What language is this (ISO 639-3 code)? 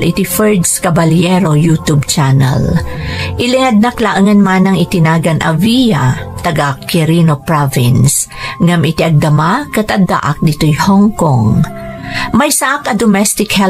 ilo